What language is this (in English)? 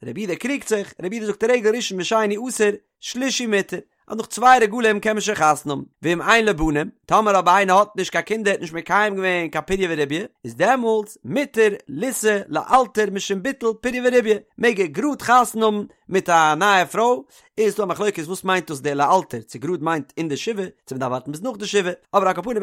Yiddish